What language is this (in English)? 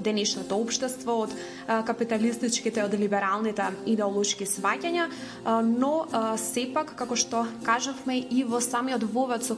Macedonian